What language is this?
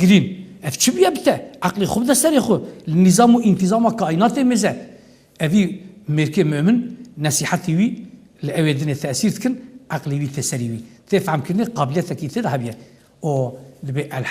Kurdish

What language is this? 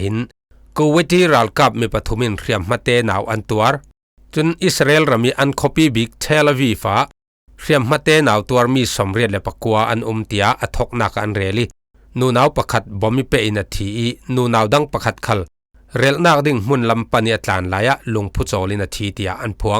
Falam Chin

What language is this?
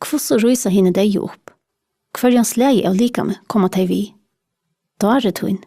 Faroese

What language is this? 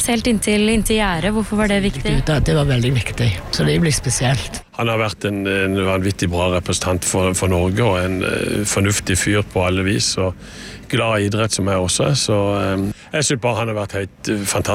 Norwegian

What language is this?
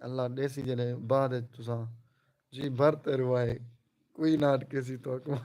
Saraiki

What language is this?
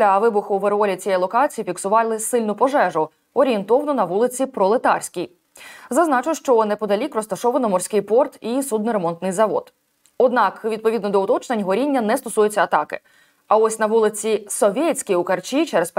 Ukrainian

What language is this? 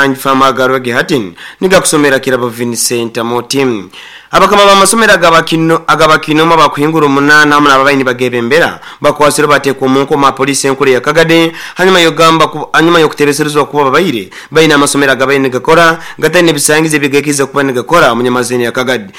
Nyoro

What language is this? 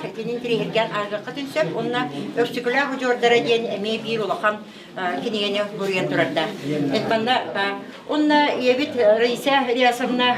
Yakut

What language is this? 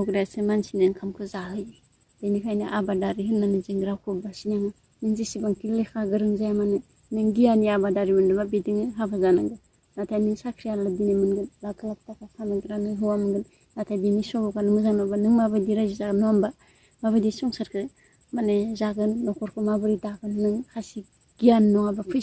Bodo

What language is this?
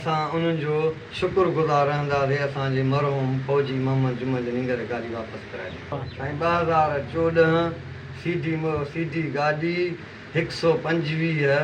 Sindhi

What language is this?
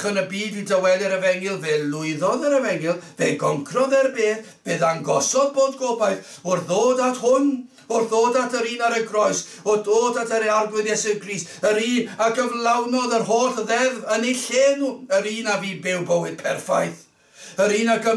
Welsh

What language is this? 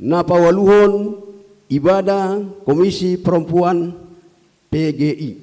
Batak Toba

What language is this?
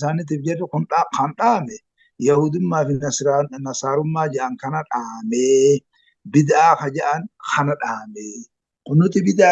Oromo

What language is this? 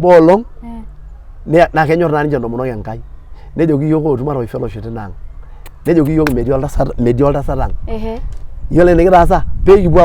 Masai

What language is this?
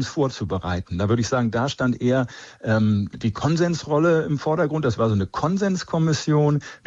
German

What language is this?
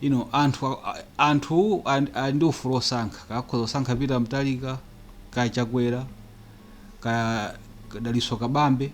Nyanja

